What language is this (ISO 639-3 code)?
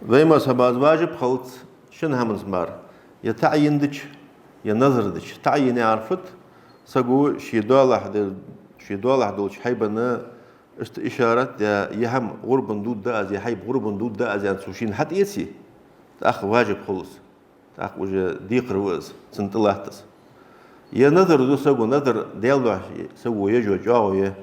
inh